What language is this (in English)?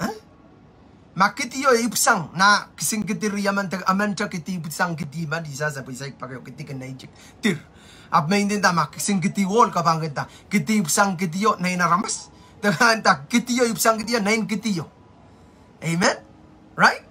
Pohnpeian